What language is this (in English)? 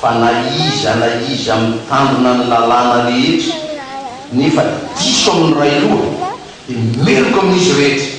Malagasy